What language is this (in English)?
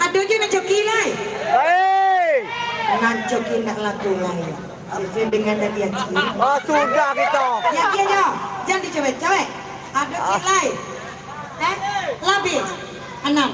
Minangkabau